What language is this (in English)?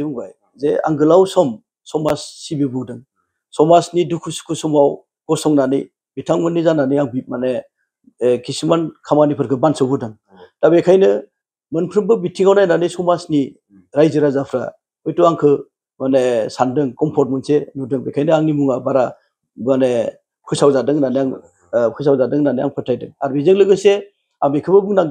Bodo